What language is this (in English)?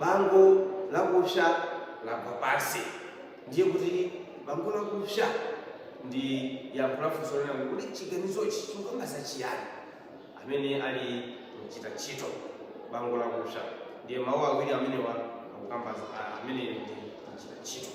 Nyanja